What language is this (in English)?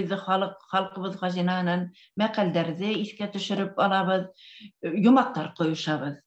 Bashkir